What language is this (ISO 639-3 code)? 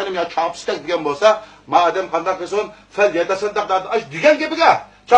uig